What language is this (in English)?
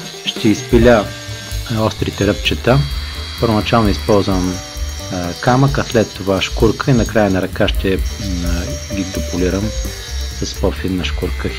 Bulgarian